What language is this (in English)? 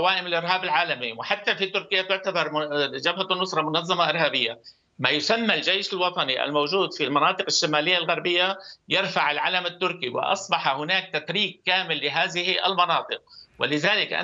Arabic